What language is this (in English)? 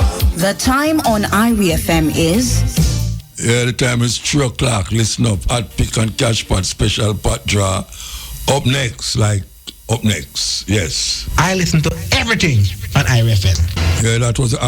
Jamaican Creole English